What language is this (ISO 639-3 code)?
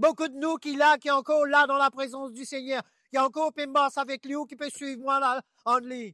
mfe